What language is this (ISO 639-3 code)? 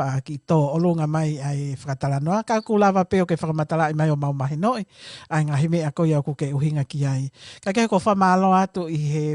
ton